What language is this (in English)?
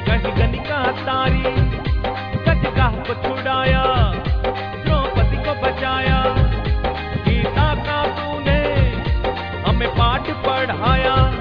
Hindi